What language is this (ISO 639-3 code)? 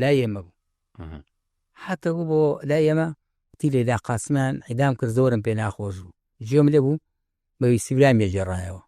ckb